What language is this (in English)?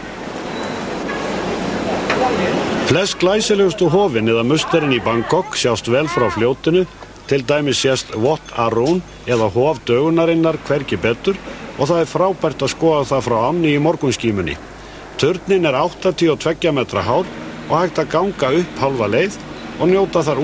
Icelandic